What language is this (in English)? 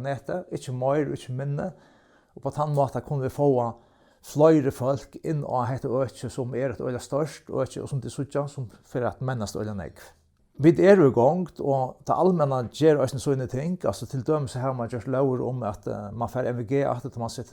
Faroese